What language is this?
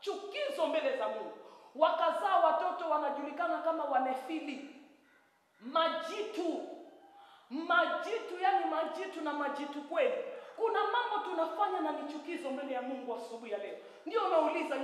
Swahili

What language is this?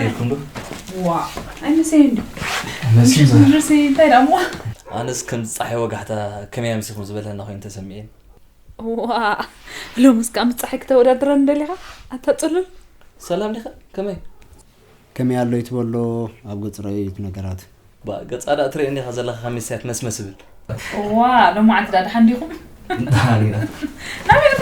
Tigrinya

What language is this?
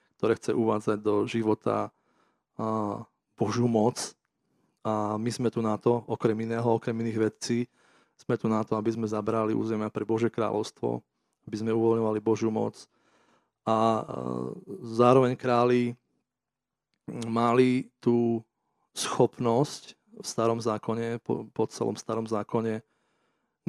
Slovak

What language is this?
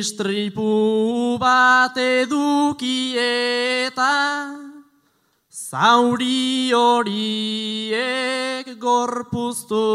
Basque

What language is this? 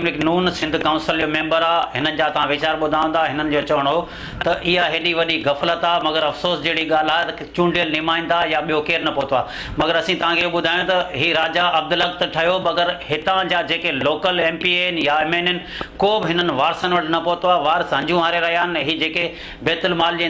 Sindhi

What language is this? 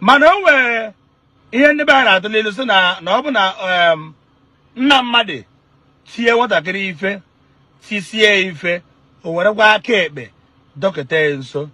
Igbo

